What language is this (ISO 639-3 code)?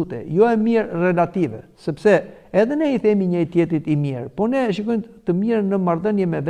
sqi